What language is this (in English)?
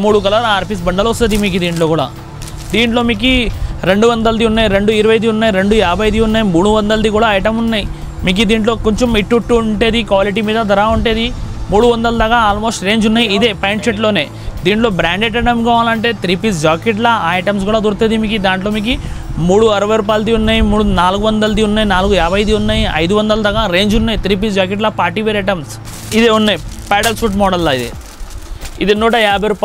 Telugu